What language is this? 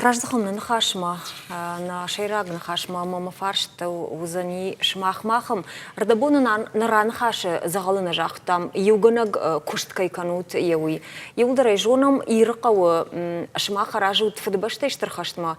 Ossetic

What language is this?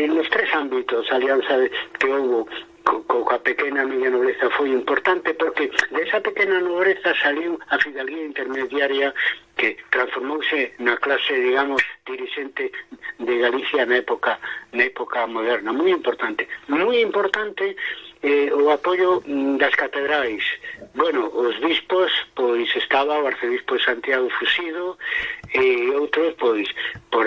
Galician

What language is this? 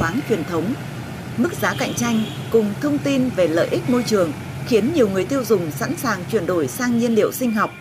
Vietnamese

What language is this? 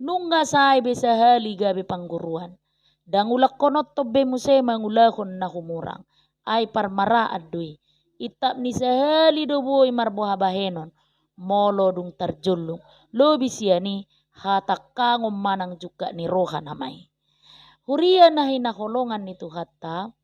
Batak Toba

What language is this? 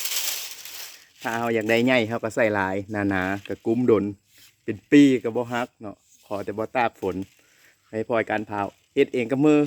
Lao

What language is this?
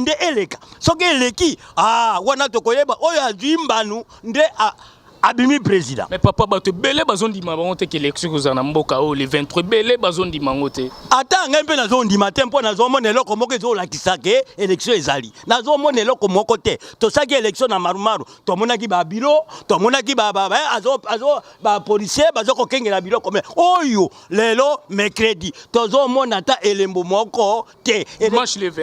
Lingala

